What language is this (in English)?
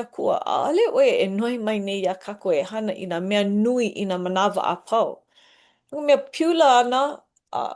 Hawaiian